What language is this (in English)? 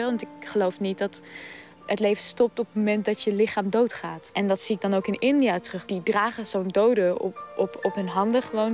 Dutch